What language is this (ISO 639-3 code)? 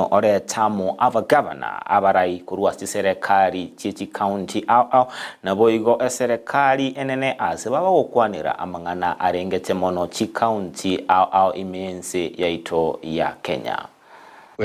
guz